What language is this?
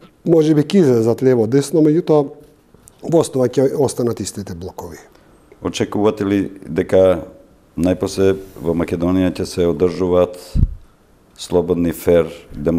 Macedonian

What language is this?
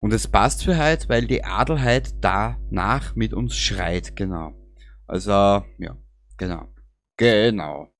Bavarian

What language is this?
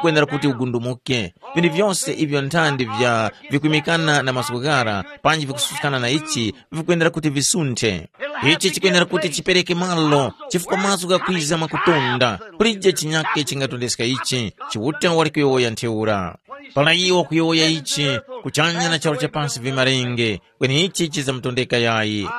Tumbuka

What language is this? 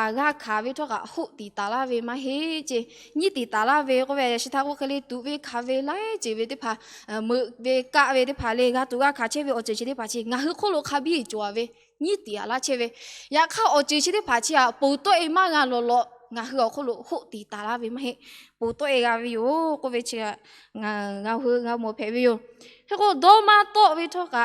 Lahu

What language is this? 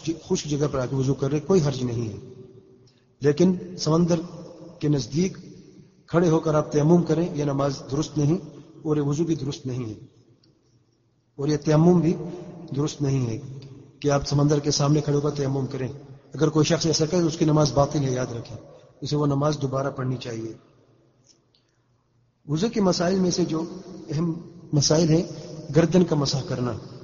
Urdu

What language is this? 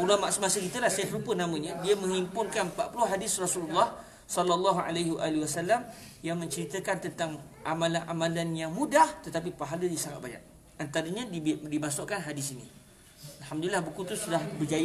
Malay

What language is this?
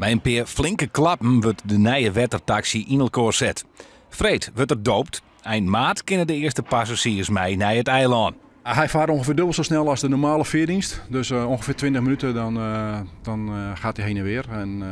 Western Frisian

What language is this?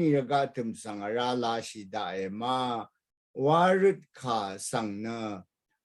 Rawang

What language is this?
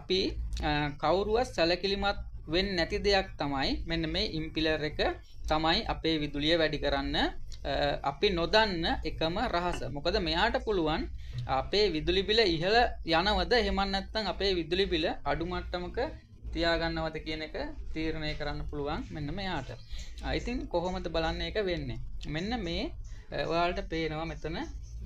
Sinhala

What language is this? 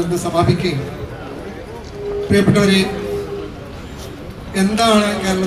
Malayalam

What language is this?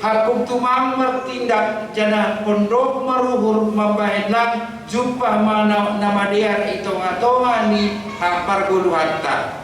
Batak Simalungun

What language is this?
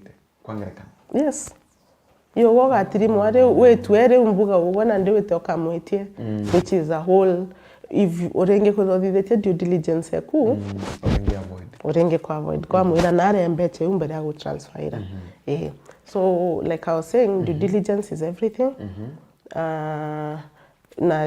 Meru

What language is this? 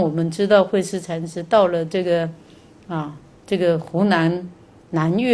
Chinese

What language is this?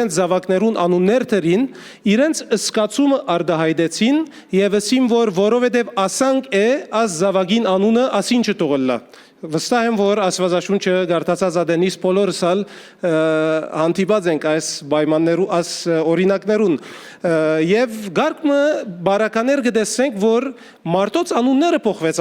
Western Armenian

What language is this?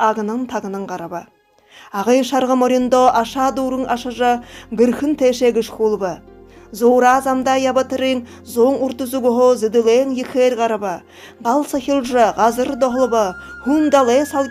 Buriat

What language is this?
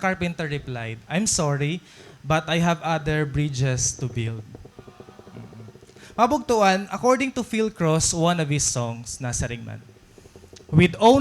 Waray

